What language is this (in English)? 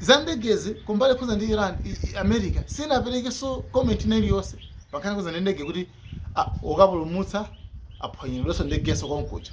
Nyanja